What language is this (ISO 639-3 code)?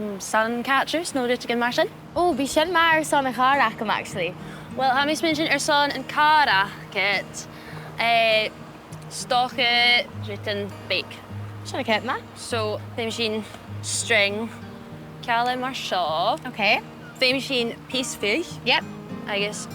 gla